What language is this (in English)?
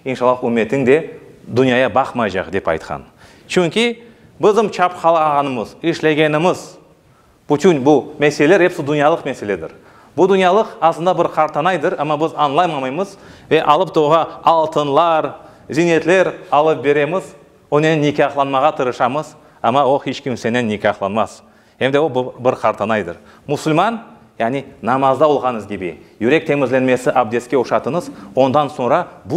Crimean Tatar